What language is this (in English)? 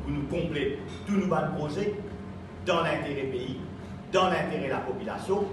Morisyen